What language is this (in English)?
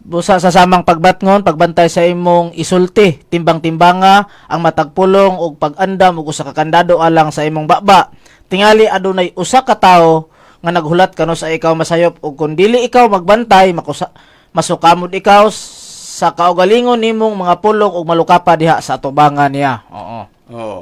Cebuano